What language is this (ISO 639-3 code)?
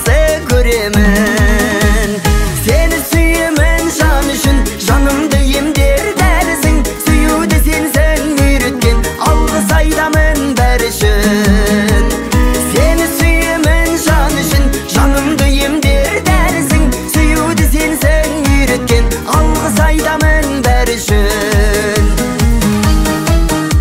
kaz